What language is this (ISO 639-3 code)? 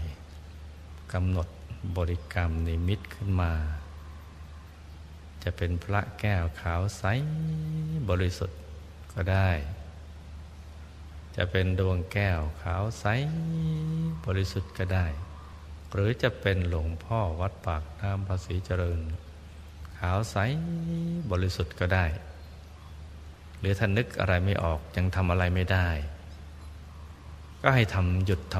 tha